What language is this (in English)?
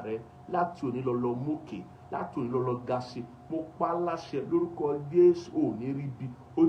Yoruba